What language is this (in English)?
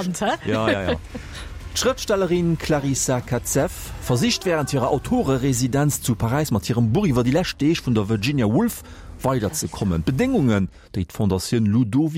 Luxembourgish